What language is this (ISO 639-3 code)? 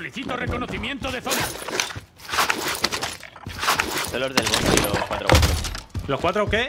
spa